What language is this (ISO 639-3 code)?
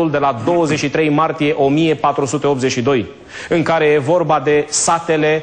ron